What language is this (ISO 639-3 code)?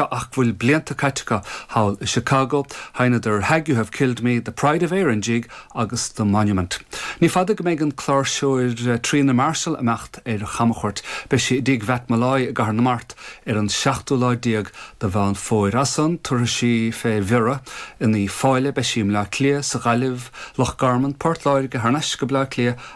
gle